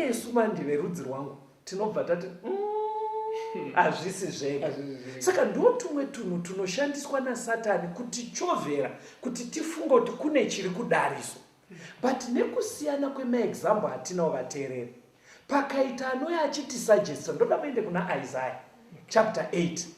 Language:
Shona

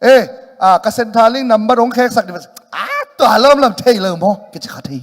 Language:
Tedim Chin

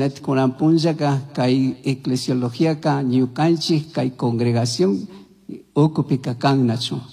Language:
Chimborazo Highland Quichua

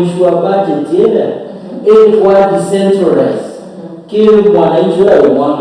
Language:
Meru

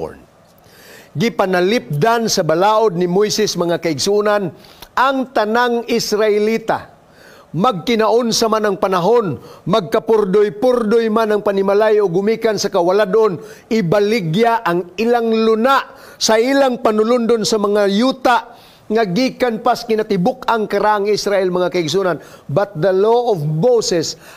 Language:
Cebuano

